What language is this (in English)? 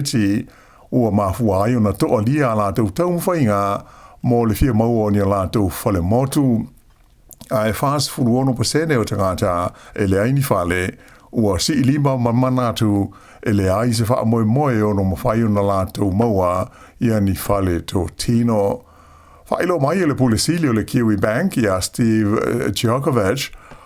Samoan